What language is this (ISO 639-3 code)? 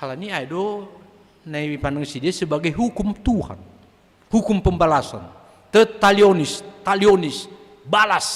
bts